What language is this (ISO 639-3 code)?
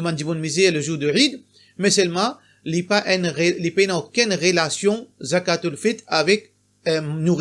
mfe